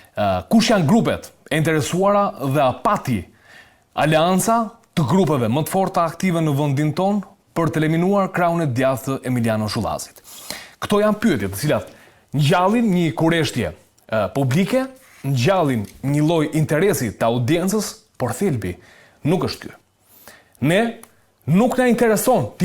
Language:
Albanian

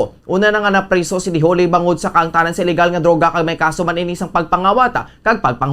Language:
Hiligaynon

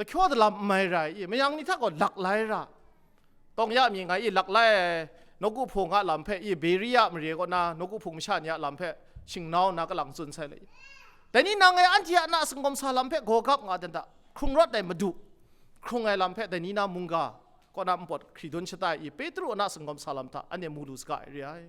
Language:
Kachin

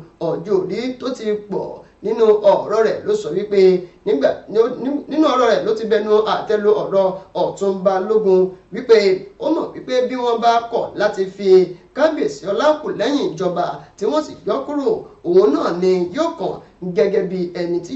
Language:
Yoruba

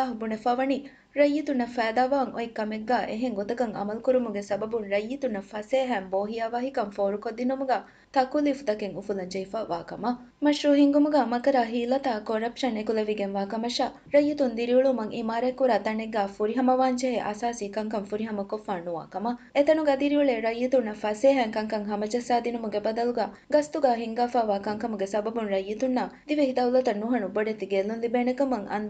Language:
Divehi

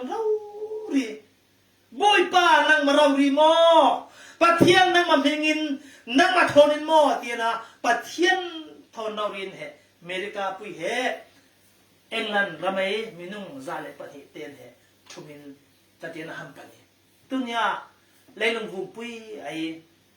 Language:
Falam Chin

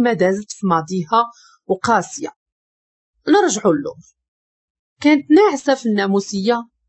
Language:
Moroccan Arabic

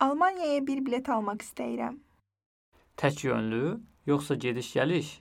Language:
Azerbaijani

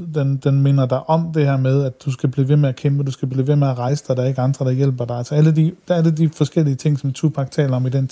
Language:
Danish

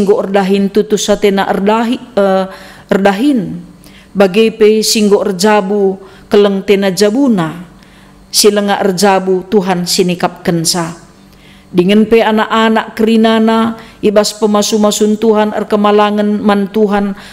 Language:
Batak Karo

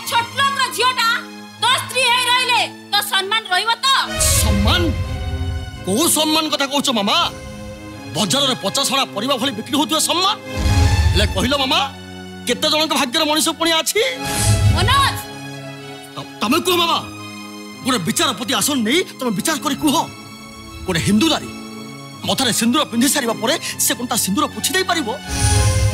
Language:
Odia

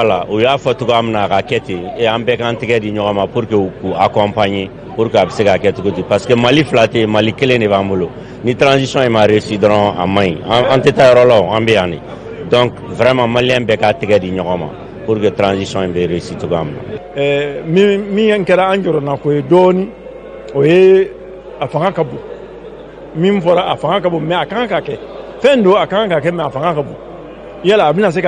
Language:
Bambara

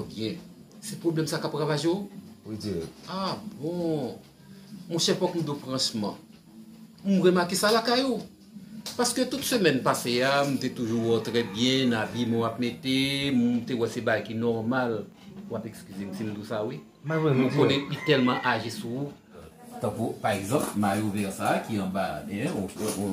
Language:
Haitian Creole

